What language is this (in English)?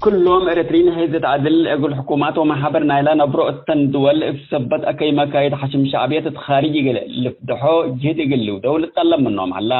Tigre